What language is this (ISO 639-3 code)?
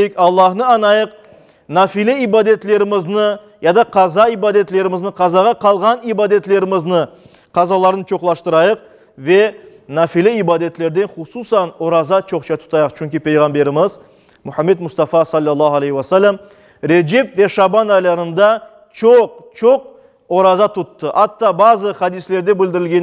crh